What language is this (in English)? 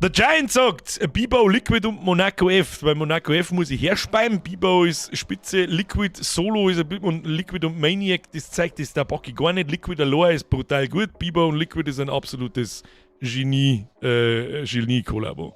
Bavarian